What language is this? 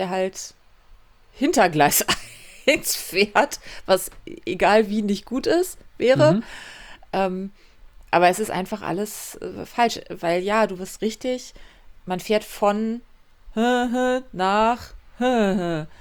German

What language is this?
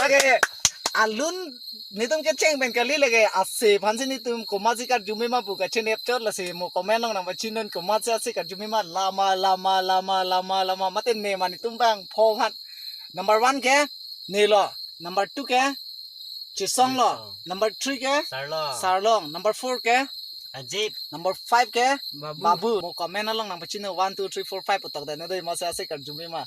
Karbi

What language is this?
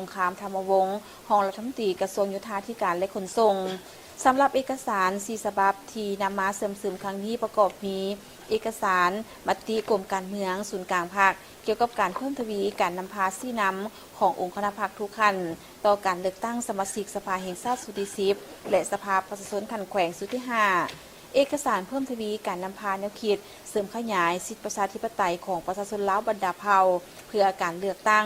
Lao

